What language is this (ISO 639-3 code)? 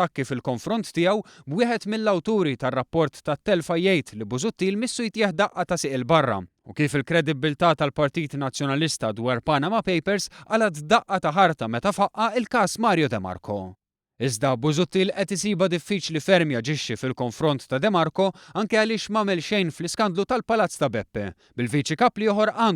mlt